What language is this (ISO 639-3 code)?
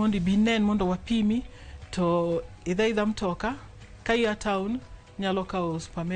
luo